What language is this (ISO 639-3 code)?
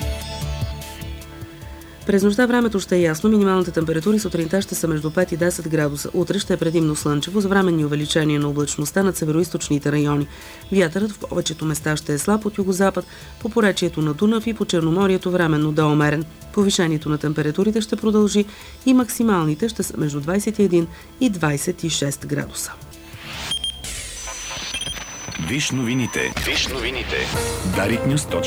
bul